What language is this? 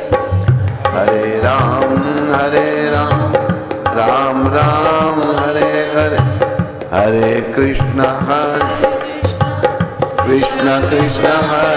Hindi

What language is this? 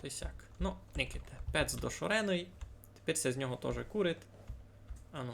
Rusyn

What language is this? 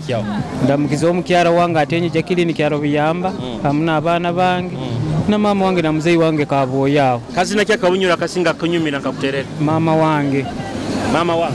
Nyoro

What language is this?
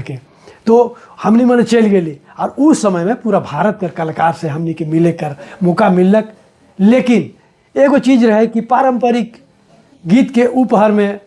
Sadri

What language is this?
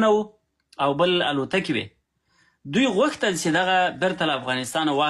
Pashto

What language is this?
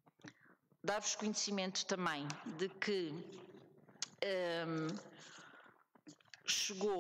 Portuguese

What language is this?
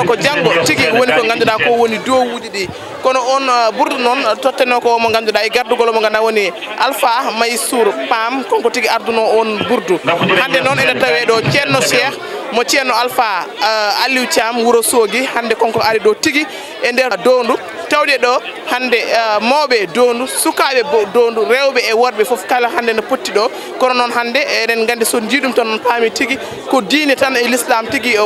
Fula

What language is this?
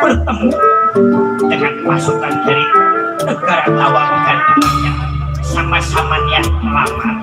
Betawi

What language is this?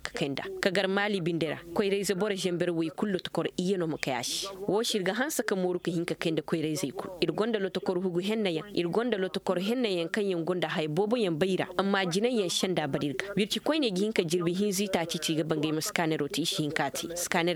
Koyraboro Senni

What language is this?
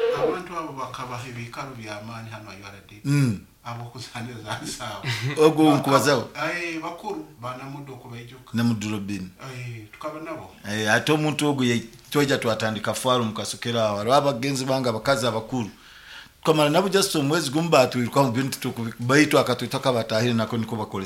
Nyoro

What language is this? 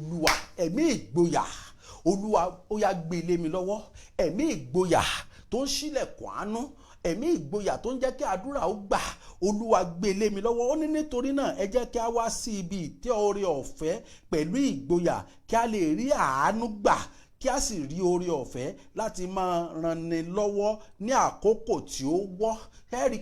Yoruba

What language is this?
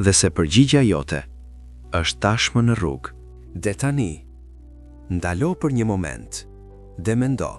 Albanian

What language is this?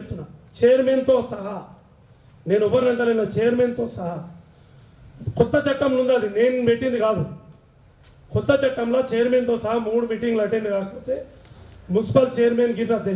Telugu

